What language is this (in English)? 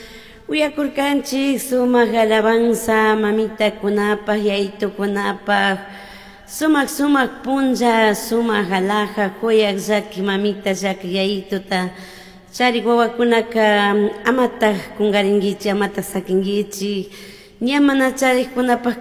Chimborazo Highland Quichua